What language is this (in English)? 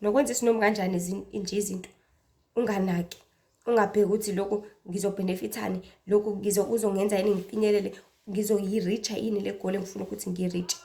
Zulu